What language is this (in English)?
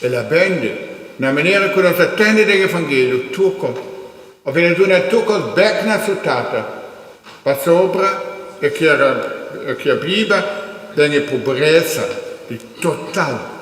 Papiamento